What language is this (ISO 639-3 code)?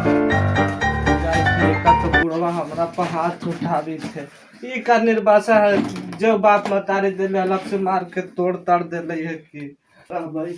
mag